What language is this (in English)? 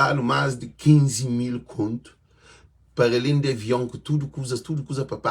Kabuverdianu